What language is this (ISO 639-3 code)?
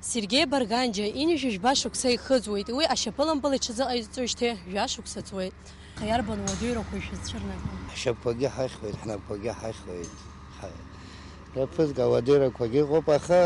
abk